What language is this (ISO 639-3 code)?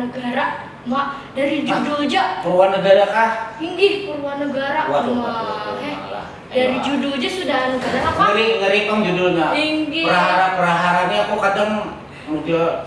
bjn